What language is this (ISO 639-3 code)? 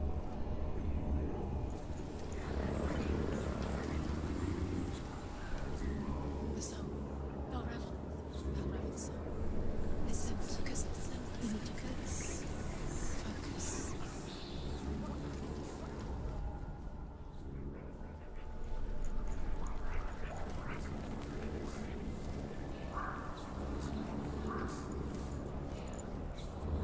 hun